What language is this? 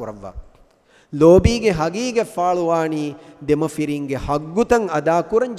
Divehi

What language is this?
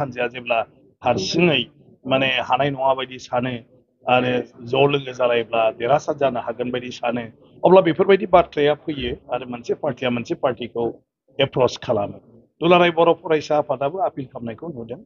Bodo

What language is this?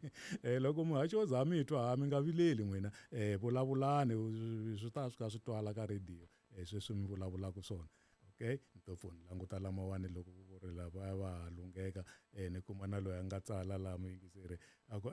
Tsonga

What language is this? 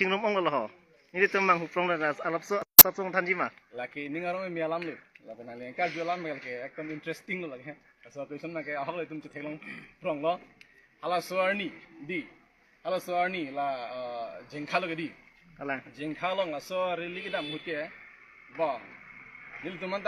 Karbi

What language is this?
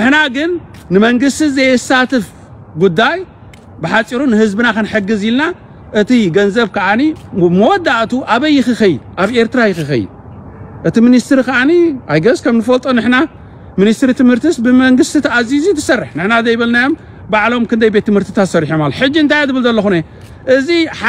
Tigrinya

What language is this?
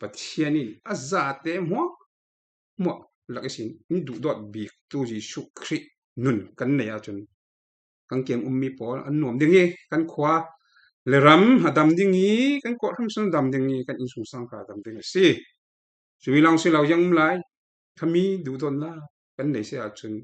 Falam Chin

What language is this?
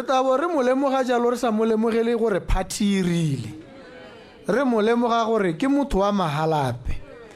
Tswana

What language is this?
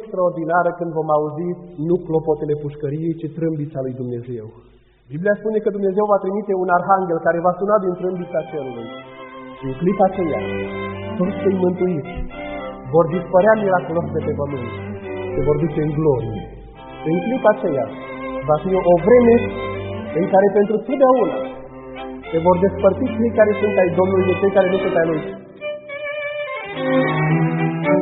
Romanian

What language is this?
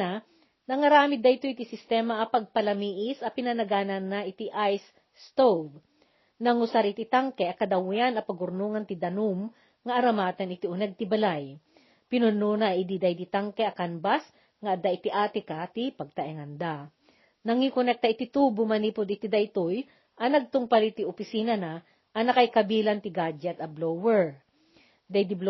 Iloko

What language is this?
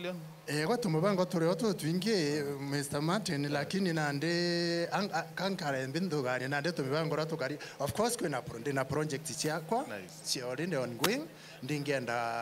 Meru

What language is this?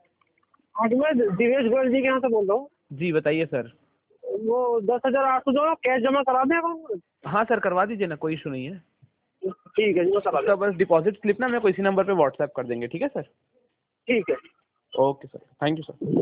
Hindi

